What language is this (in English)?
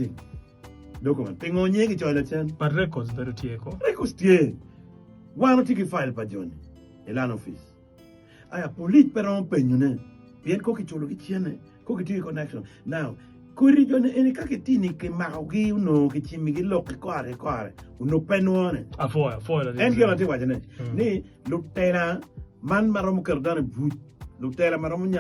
Acoli